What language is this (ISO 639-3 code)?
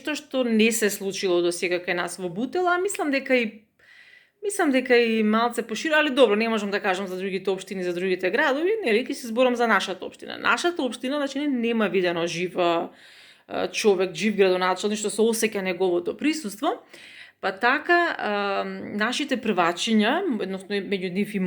mkd